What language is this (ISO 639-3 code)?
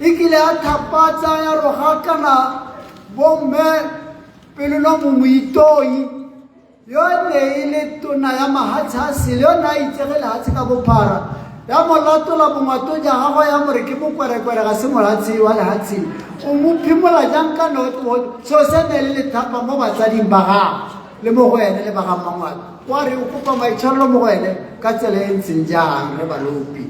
tsn